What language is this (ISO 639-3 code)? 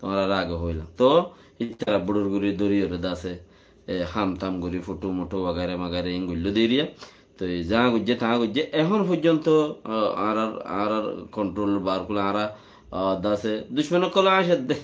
rhg